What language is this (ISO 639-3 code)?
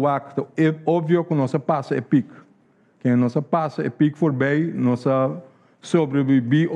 pap